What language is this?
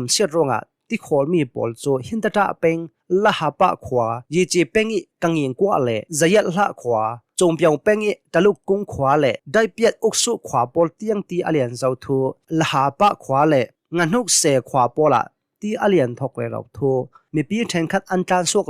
Hakha Chin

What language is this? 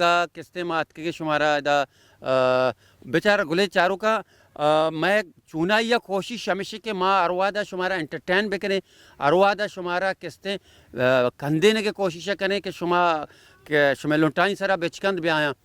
Baluchi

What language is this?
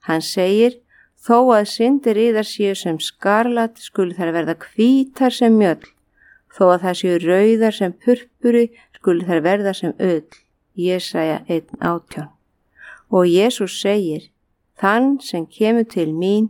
Icelandic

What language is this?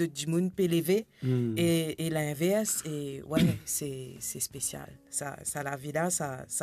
Morisyen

